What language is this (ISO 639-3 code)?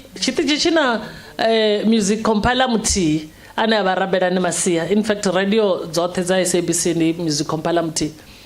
ven